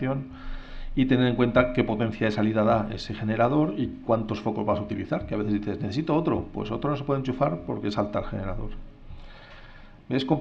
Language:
Spanish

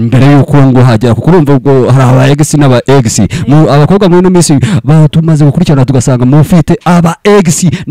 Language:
Kinyarwanda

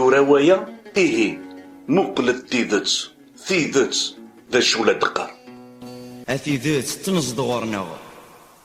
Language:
Kabyle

